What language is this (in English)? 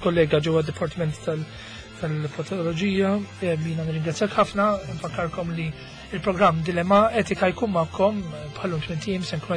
Maltese